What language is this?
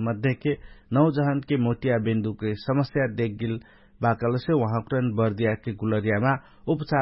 Dangaura Tharu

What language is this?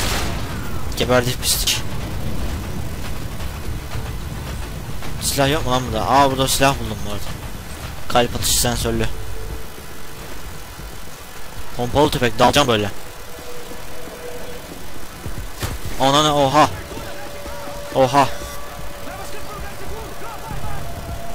Turkish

